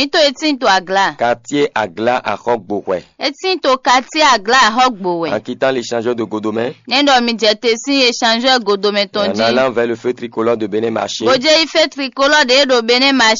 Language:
Fon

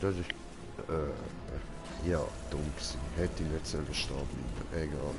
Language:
Swiss German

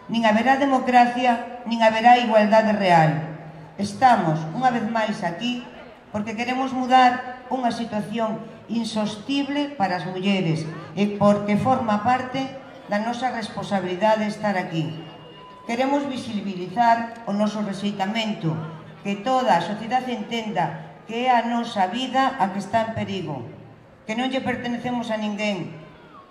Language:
Galician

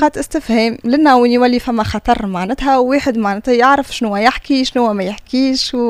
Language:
Tunisian Arabic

